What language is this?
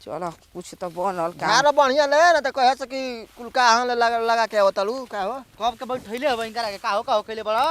Bhojpuri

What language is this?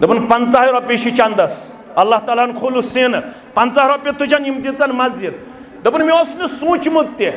Kashmiri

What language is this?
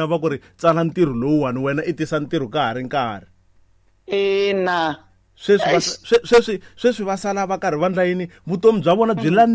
Tsonga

